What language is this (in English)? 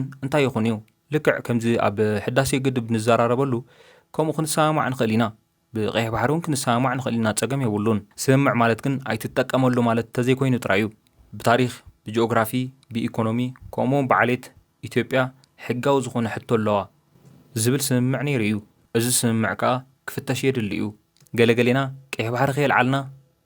Tigrinya